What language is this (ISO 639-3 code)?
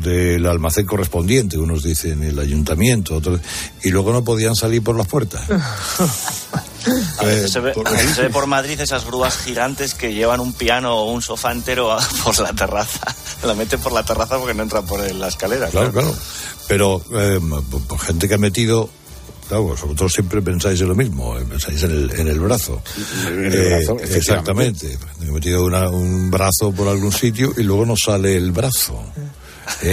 spa